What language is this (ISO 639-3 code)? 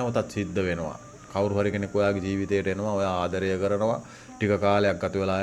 sin